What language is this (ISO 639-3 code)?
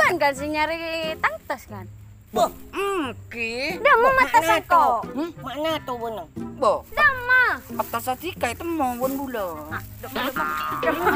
mad